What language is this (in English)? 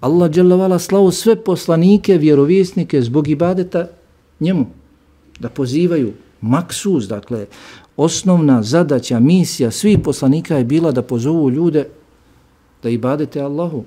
Bosnian